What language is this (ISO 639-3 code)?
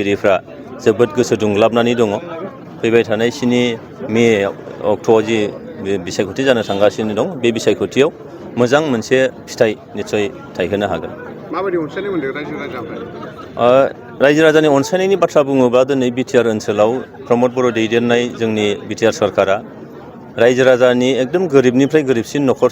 brx